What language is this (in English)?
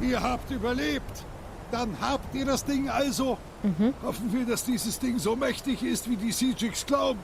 Swiss German